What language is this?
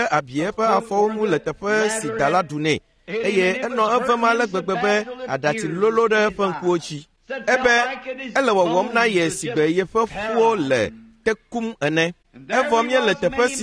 Ewe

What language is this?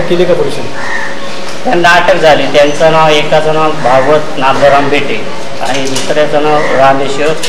Marathi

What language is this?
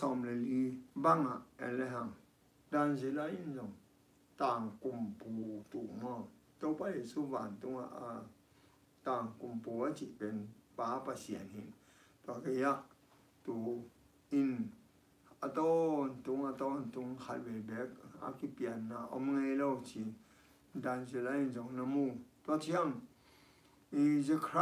Tedim Chin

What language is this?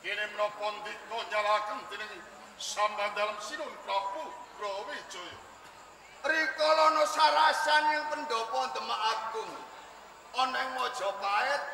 Javanese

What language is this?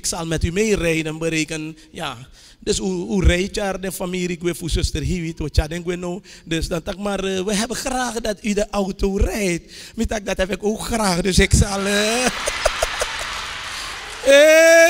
Dutch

